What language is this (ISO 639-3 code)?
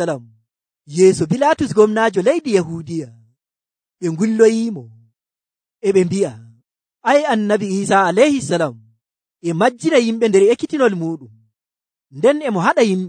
fuv